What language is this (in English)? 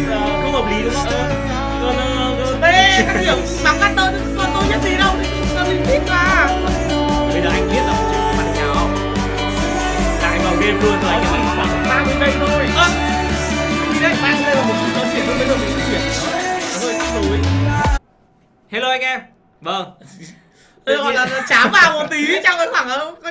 Vietnamese